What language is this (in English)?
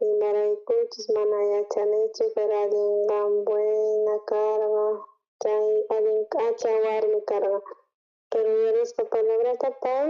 South Bolivian Quechua